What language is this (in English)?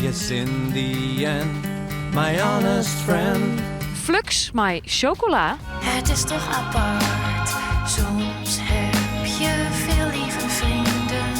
Western Frisian